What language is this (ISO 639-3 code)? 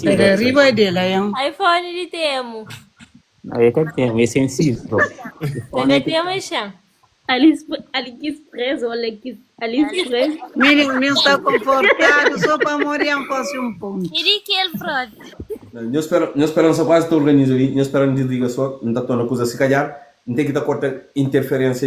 kea